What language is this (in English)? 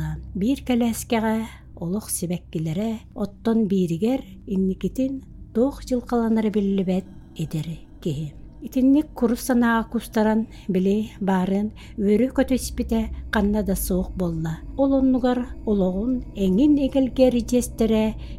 Yakut